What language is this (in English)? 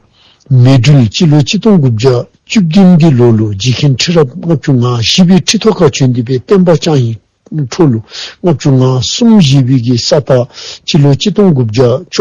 Dzongkha